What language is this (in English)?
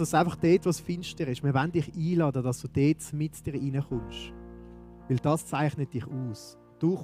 Swiss German